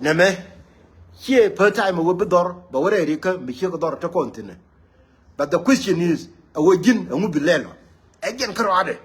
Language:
Nuer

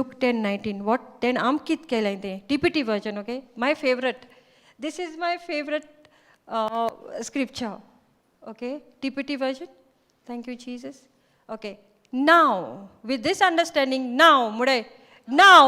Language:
Konkani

